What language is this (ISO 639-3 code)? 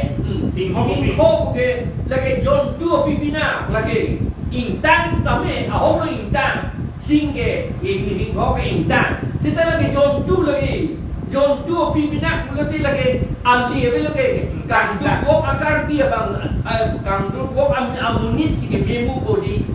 mjw